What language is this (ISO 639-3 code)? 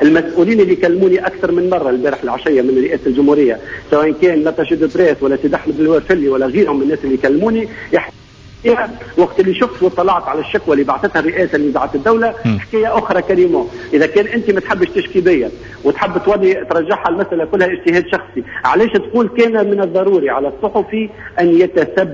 aeb